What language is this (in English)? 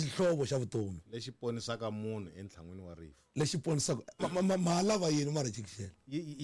Tsonga